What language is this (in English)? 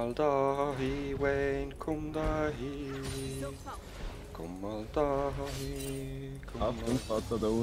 Swiss German